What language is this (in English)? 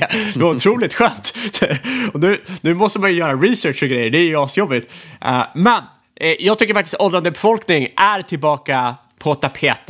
Swedish